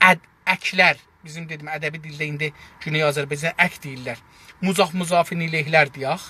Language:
South Azerbaijani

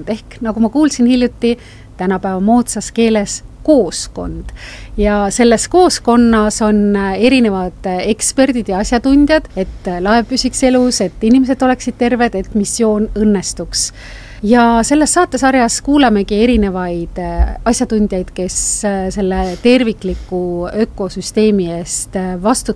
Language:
Estonian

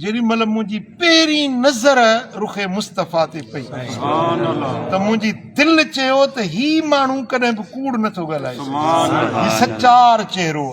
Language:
Sindhi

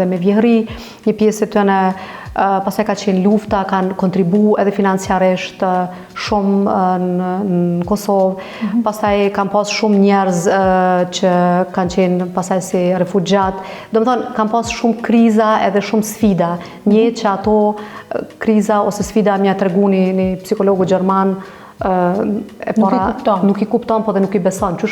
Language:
Albanian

